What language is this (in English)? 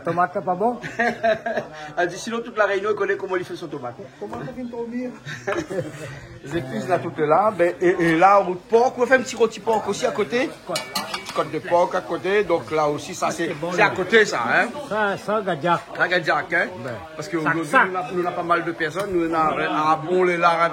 Réunion Creole French